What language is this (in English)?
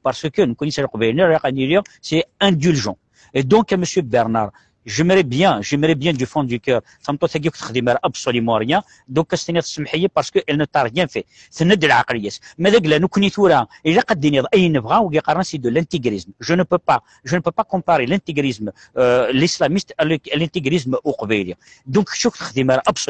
Kabyle